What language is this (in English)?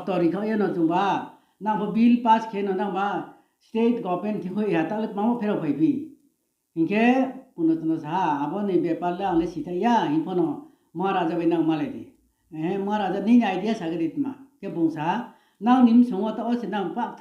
Riang (India)